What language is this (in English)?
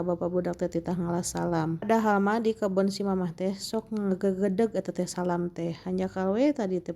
Sundanese